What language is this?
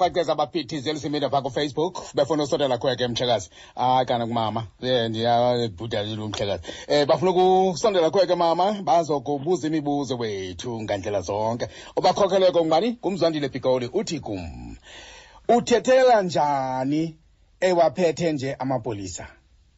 Xhosa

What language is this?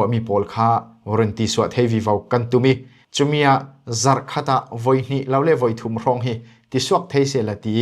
Falam Chin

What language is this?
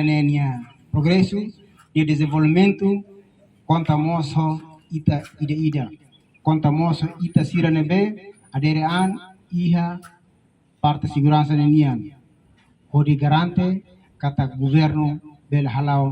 Tetum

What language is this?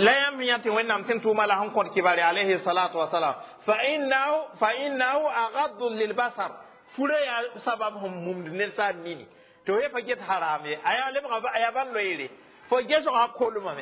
Mossi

